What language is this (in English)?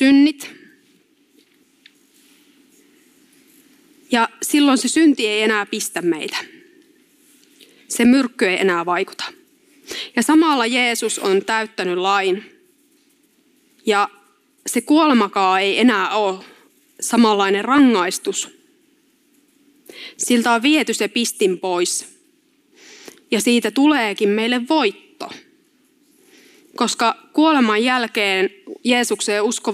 Finnish